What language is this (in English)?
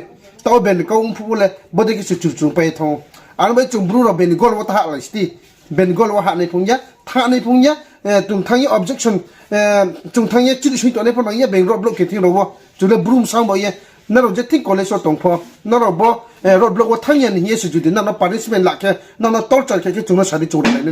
Riang (India)